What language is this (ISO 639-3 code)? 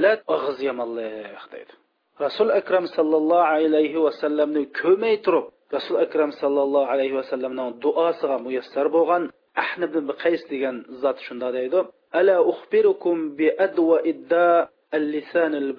uig